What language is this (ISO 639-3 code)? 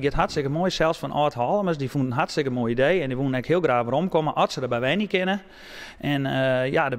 fry